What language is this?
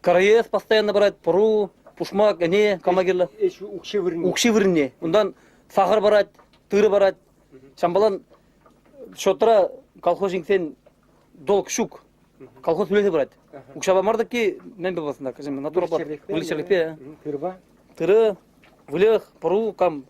Chuvash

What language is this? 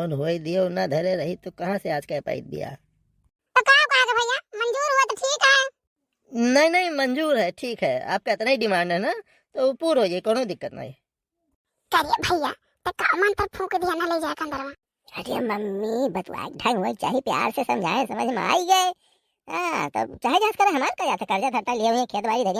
Awadhi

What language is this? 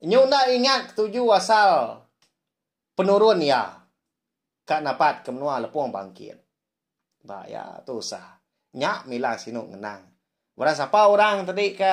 Iban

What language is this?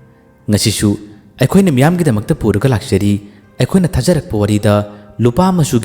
Manipuri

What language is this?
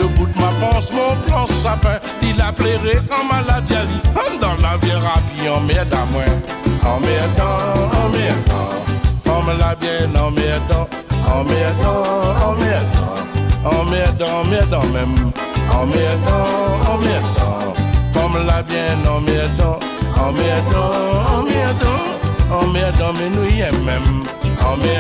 Réunion Creole French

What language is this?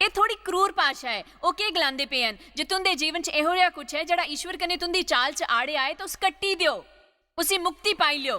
Dogri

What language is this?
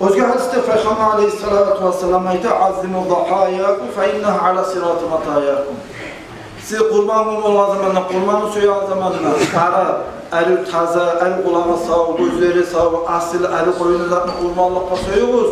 Kumyk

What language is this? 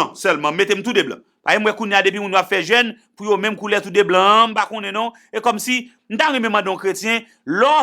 Haitian Creole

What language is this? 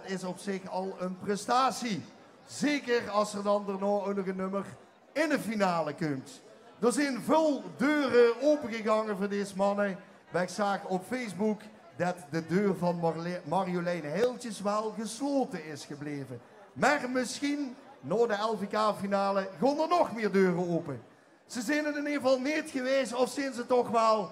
Limburgish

